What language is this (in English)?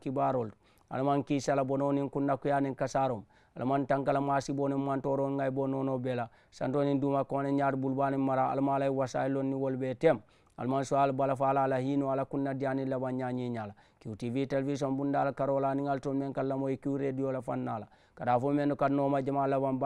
Mandingo